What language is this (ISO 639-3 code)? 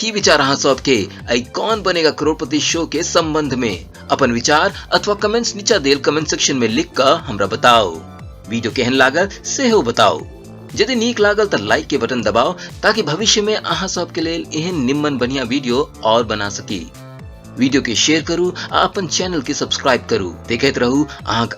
mai